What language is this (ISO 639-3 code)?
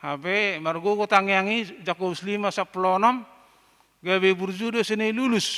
bbc